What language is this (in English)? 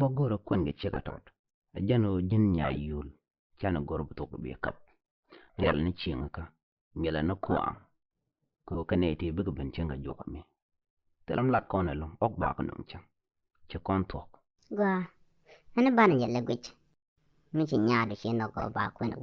Nuer